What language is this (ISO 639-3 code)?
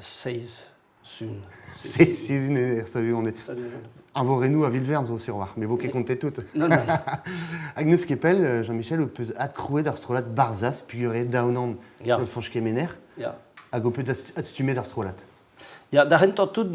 bre